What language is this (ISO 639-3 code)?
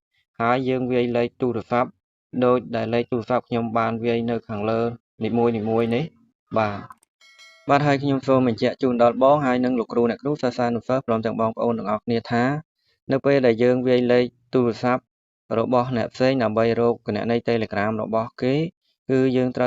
khm